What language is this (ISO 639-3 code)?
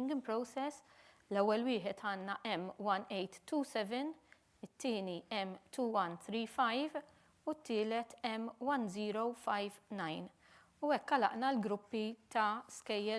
mlt